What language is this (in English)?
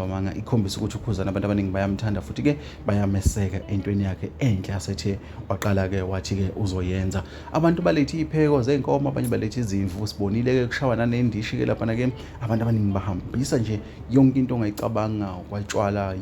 Zulu